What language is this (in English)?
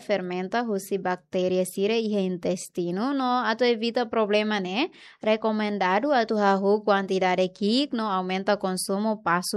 Tetum